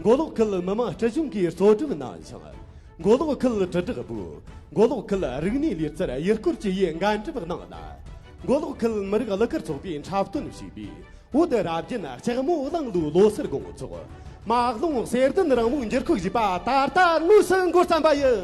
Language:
Tibetan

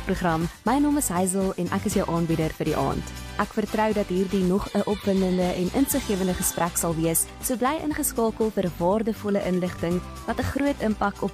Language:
Afrikaans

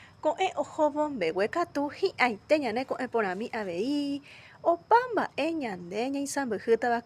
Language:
Guarani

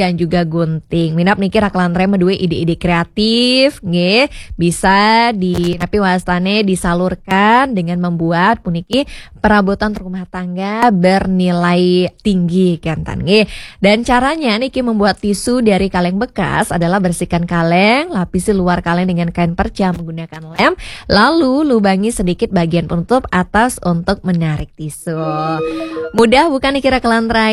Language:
Balinese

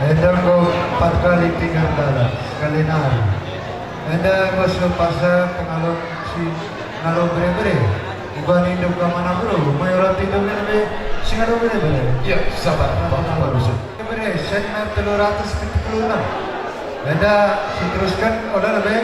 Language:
Batak Karo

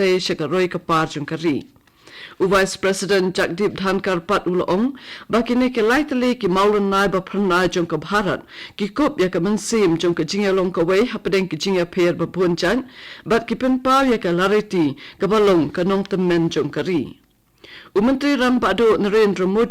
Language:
Khasi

